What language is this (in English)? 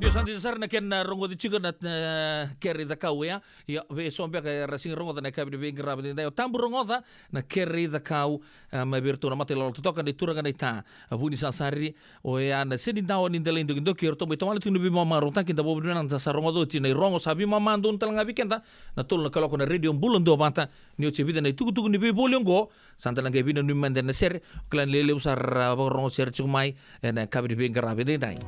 Fijian